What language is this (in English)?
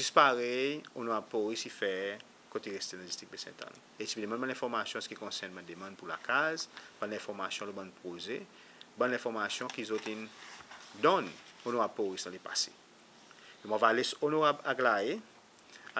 Seselwa Creole French